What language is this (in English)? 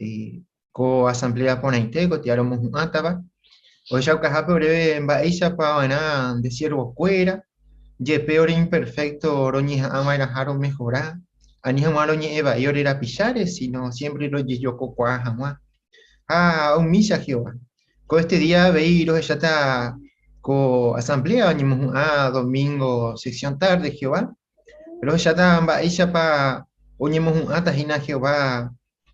Guarani